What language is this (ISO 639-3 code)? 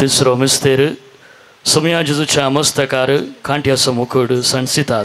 kok